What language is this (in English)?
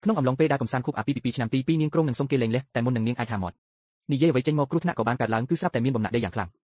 Khmer